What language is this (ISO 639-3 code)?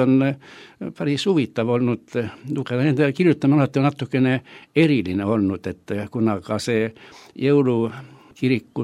est